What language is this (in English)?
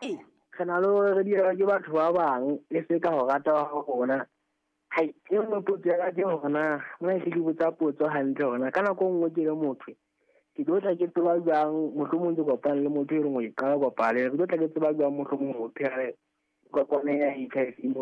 Southern Sotho